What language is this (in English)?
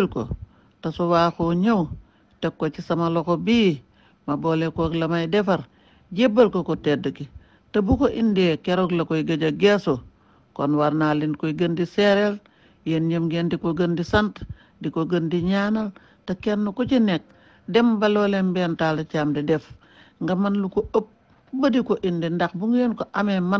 Wolof